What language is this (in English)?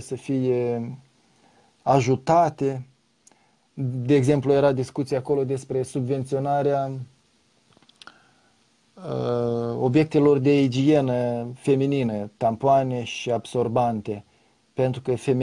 Romanian